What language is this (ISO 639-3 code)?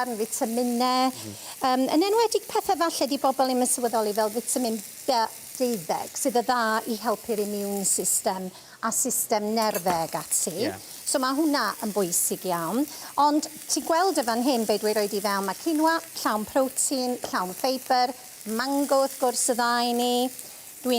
cym